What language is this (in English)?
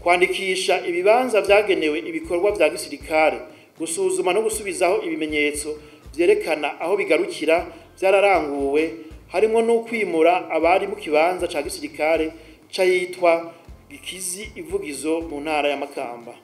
Rundi